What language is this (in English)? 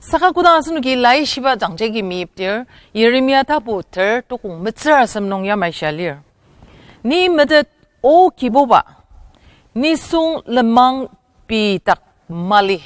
Ao Naga